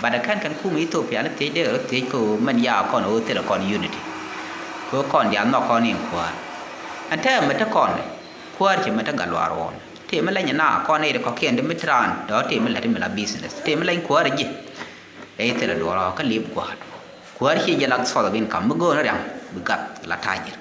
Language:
Nuer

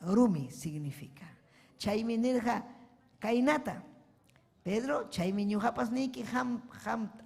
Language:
Ayacucho Quechua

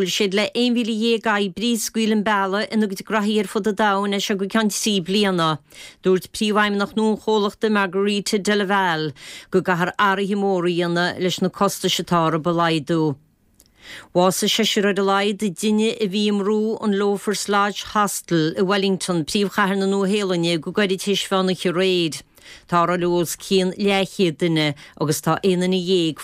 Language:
Irish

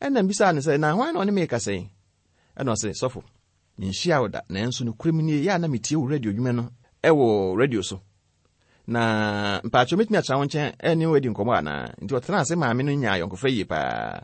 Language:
Akan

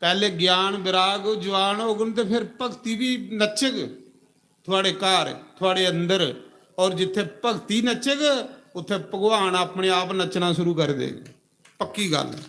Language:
Dogri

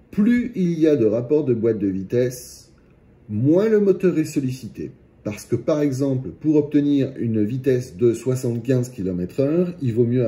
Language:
French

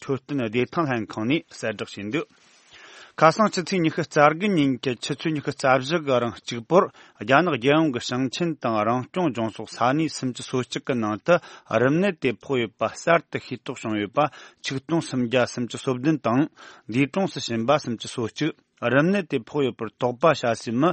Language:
Tibetan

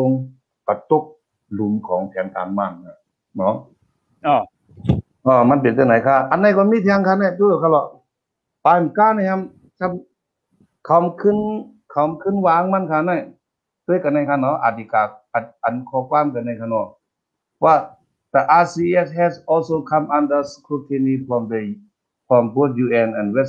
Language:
Shan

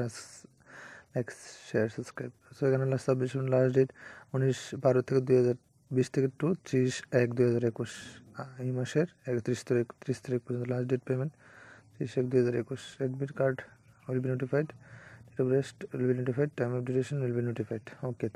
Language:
Bangla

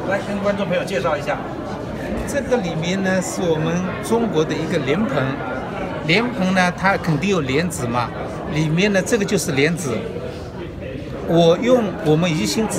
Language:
Chinese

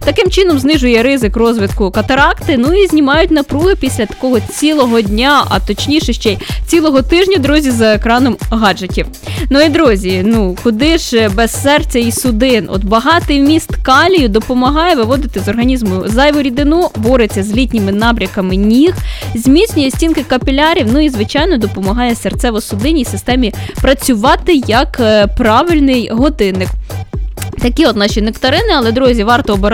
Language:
Ukrainian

